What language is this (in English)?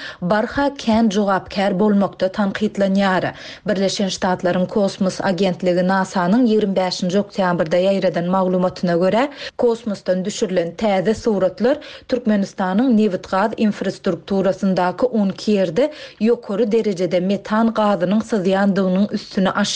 Turkmen